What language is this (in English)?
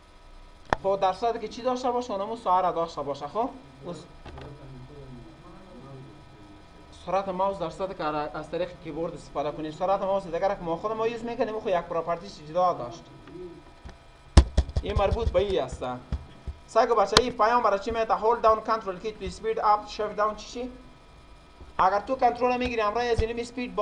Persian